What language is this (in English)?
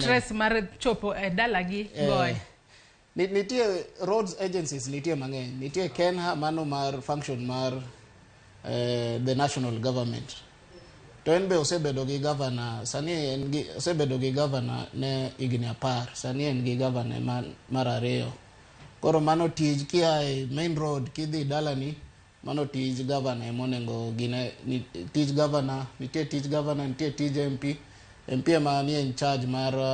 Luo (Kenya and Tanzania)